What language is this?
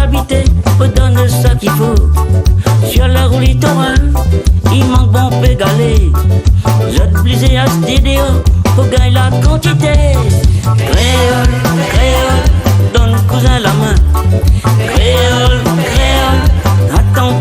Réunion Creole French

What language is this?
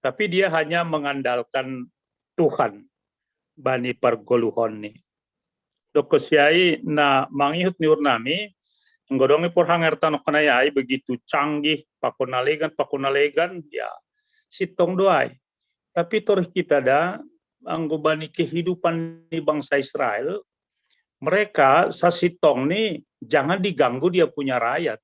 Batak Simalungun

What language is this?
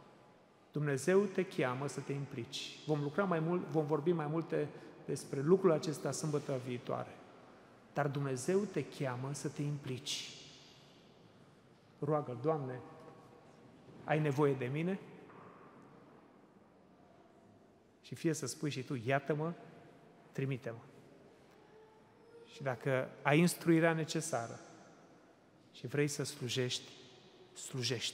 Romanian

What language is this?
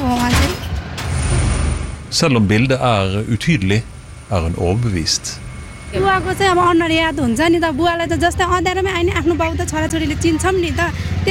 Norwegian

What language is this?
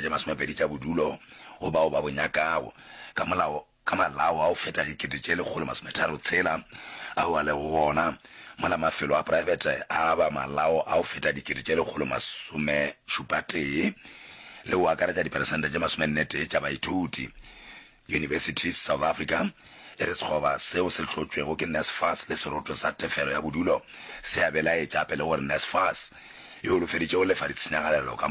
Northern Sotho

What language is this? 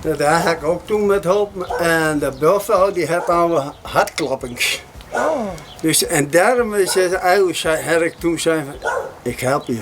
Western Frisian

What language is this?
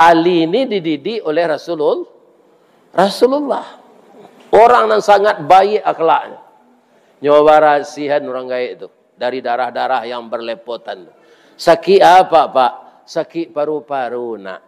Minangkabau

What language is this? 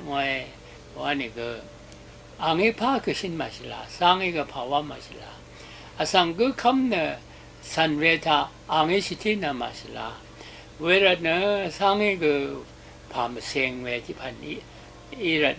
Rawang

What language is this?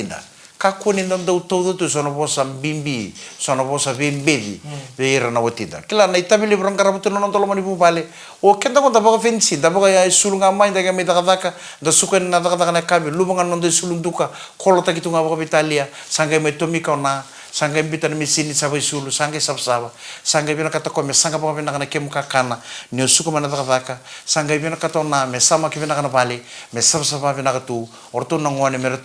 Fijian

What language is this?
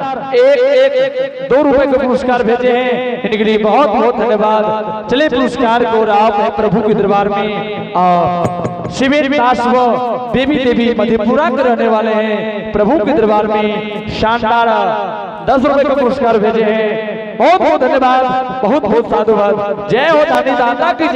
Angika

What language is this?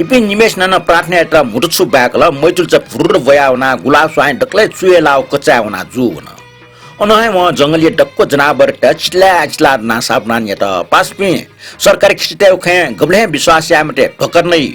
Newari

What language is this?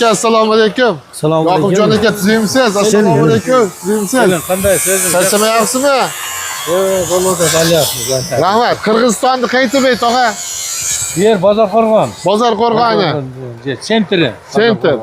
Uzbek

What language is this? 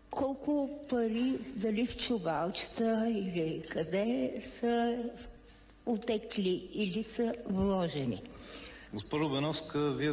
Bulgarian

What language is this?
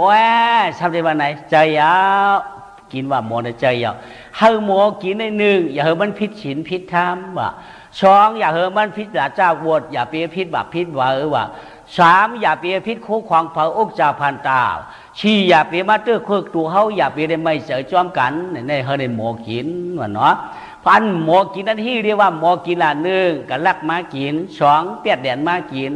Shan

